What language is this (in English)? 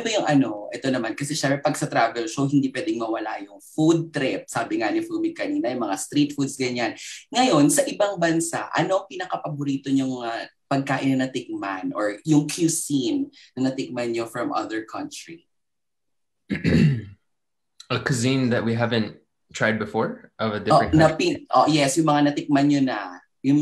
Filipino